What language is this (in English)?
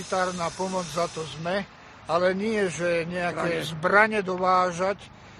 Slovak